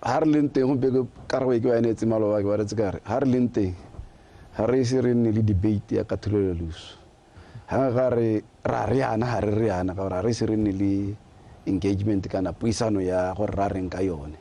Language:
Tswana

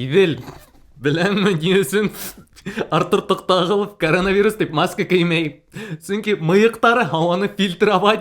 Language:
Bashkir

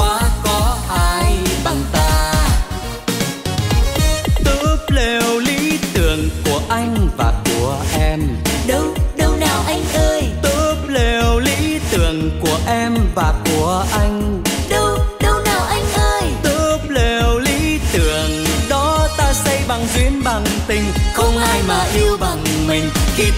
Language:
Vietnamese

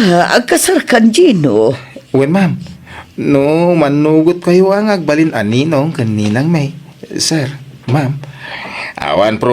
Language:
Iloko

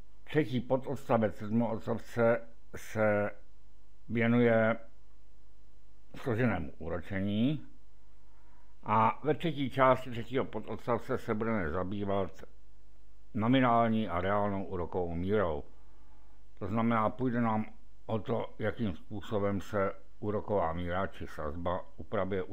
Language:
Czech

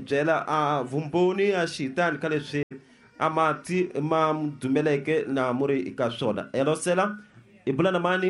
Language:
Tsonga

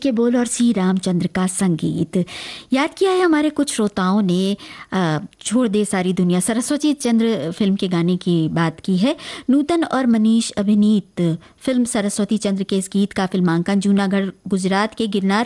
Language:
Hindi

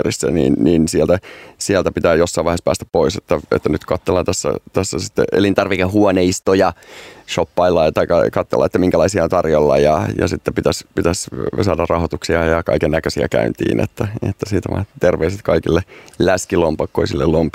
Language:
Finnish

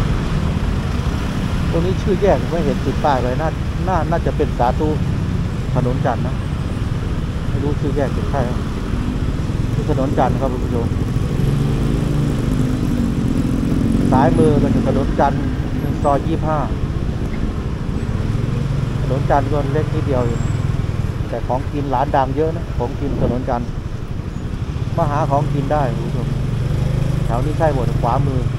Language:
Thai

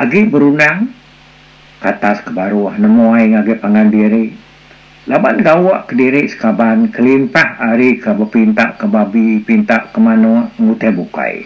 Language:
Iban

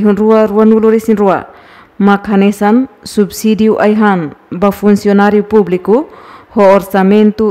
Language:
Tetum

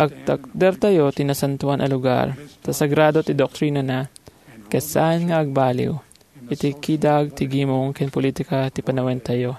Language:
Iloko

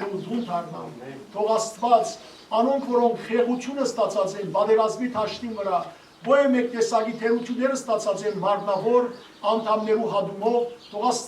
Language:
Western Armenian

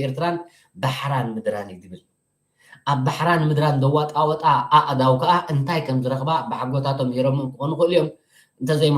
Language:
Tigrinya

